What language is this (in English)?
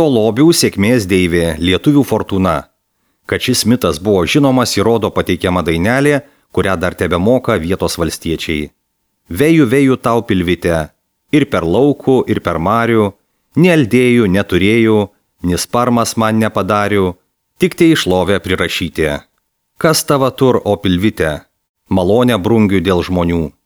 Lithuanian